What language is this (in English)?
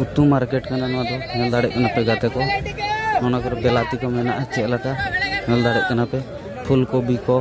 Santali